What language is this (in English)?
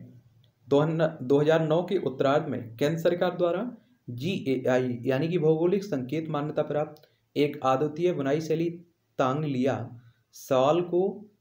Hindi